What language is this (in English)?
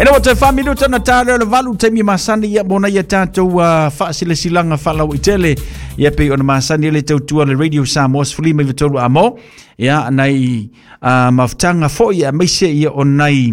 Samoan